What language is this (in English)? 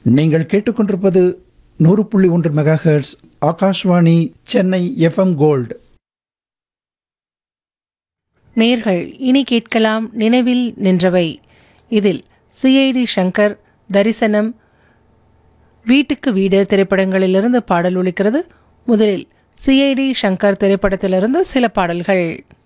Tamil